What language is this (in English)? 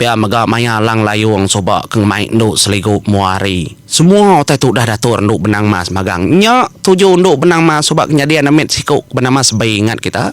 Iban